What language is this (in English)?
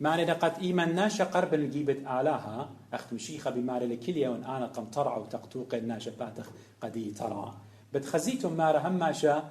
Assyrian Neo-Aramaic